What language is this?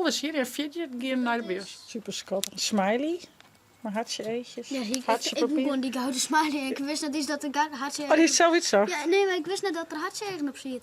Western Frisian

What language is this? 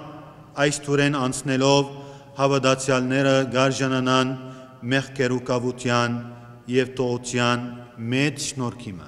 Armenian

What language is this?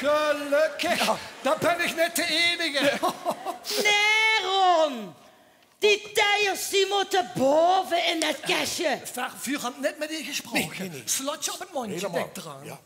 Limburgish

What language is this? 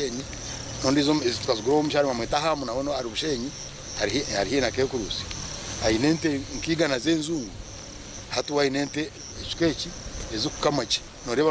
Nyankole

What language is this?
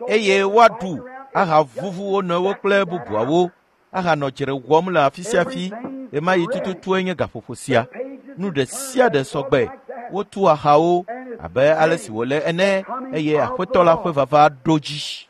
Ewe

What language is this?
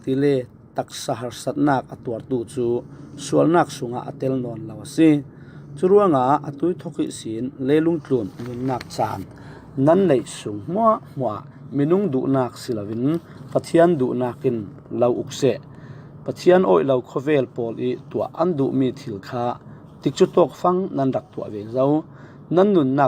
Falam Chin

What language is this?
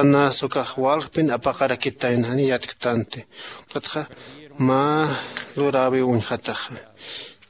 Aymara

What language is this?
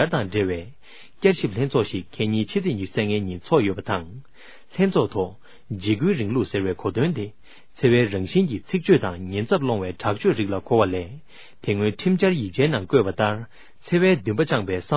Tibetan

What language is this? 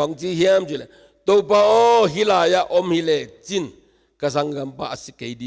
Tedim Chin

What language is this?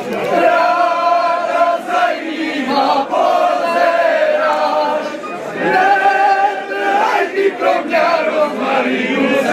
Czech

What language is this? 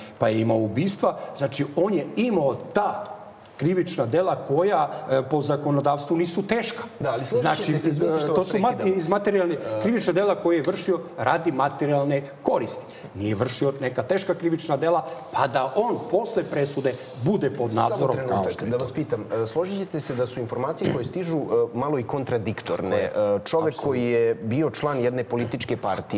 Serbian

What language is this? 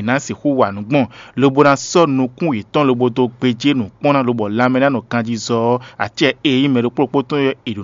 Fon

